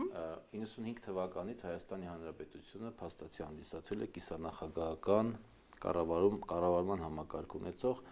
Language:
Armenian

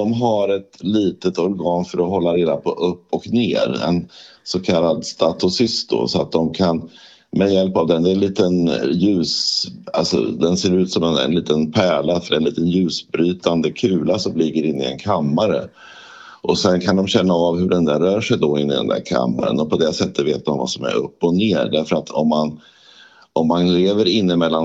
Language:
Swedish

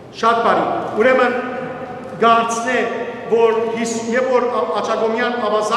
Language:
Western Armenian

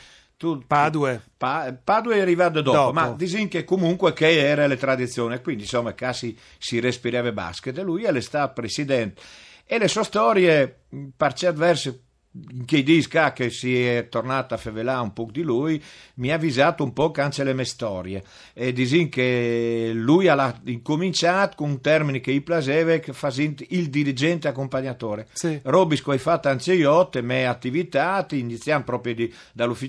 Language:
Friulian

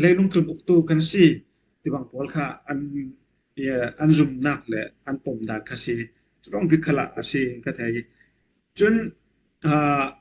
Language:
Falam Chin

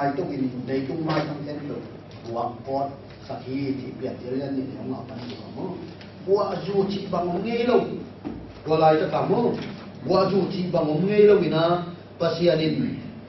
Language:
Tedim Chin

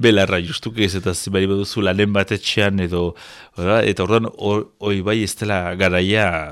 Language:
Basque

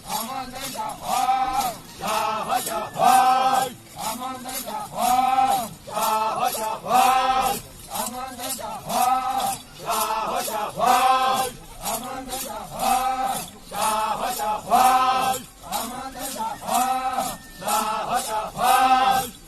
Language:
Yimchungru Naga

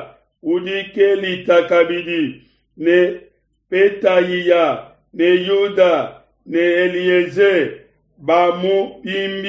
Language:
Luba-Lulua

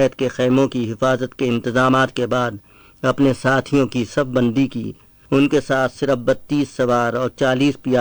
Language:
Urdu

